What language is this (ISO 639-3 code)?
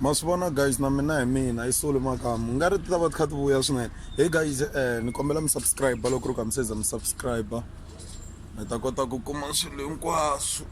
tso